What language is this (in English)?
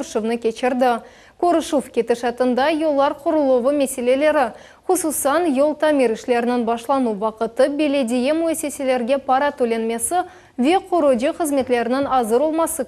Crimean Tatar